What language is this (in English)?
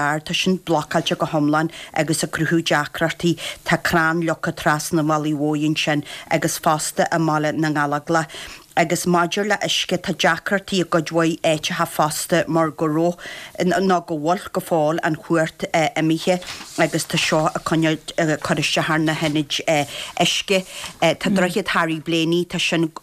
Irish